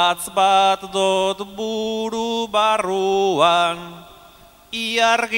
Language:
Basque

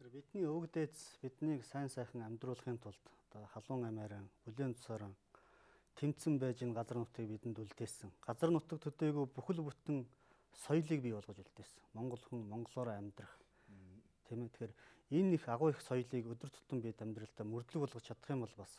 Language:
Mongolian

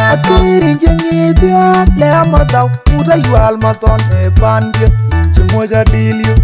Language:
Nuer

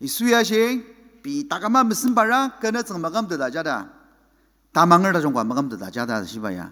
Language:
Ao Naga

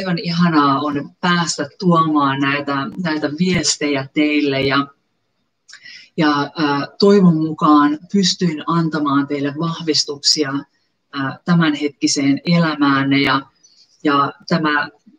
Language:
Finnish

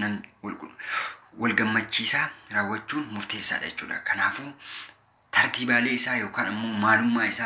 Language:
Oromo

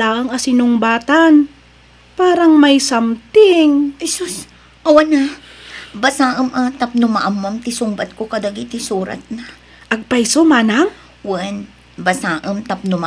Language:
Iloko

